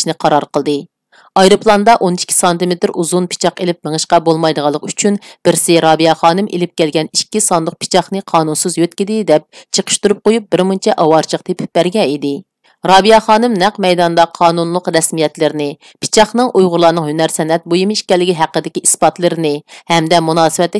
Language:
Uyghur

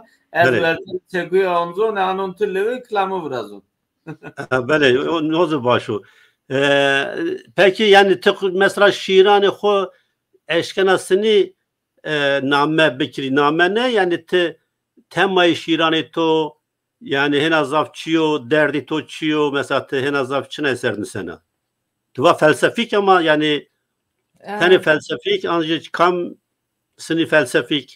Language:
Zaza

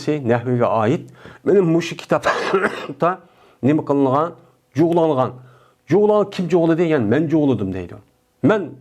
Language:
Uyghur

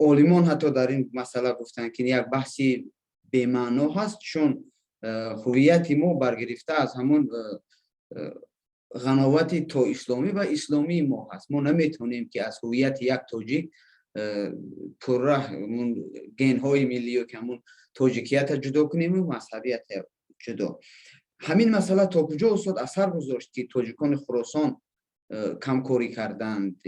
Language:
Persian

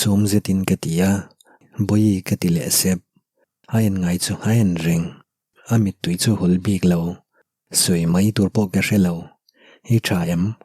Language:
Mizo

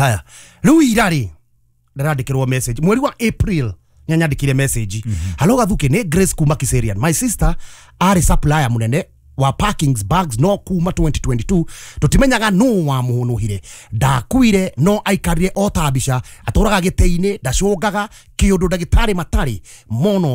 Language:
Kikuyu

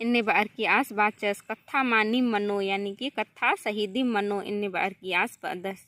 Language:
Kurukh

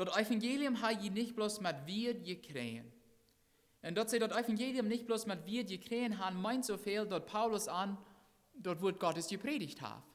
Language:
Plautdietsch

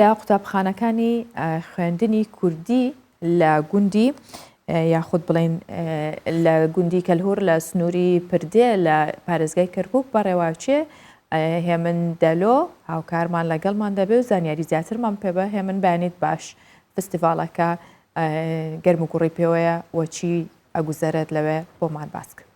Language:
Central Kurdish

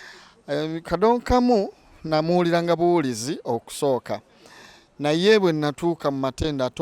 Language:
Ganda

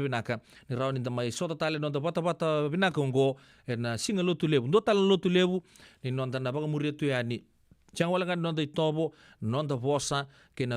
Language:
Fijian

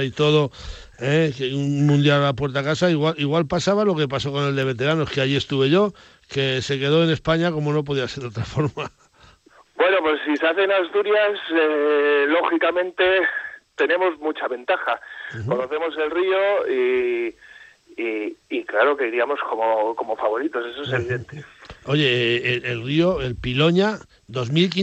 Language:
Spanish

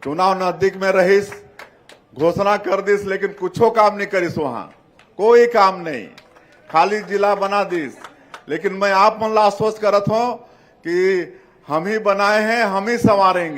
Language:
Chhattisgarhi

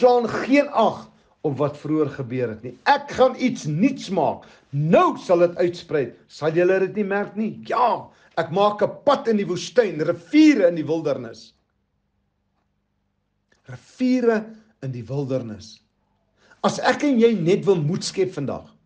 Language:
Afrikaans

